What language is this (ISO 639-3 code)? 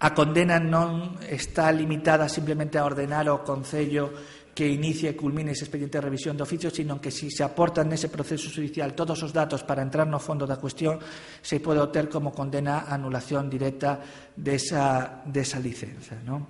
glg